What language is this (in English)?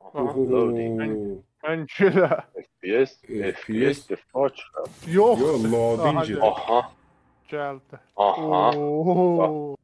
South Azerbaijani